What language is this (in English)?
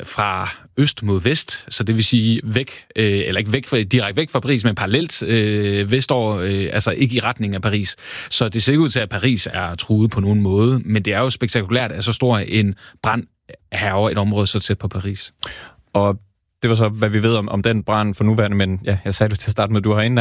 Danish